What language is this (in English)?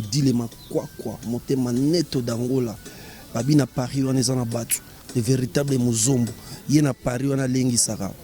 Lingala